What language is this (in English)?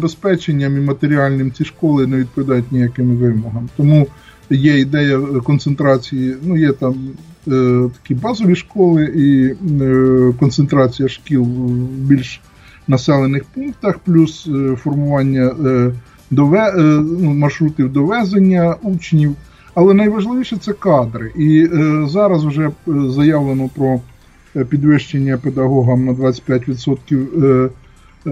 Ukrainian